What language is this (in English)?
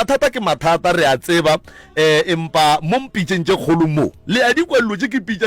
Northern Sotho